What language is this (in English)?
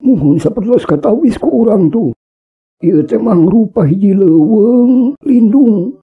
Sundanese